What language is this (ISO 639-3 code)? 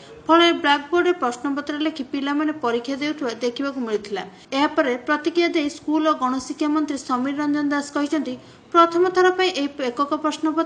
ori